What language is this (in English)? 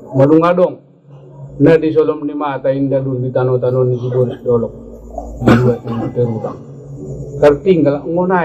Batak Angkola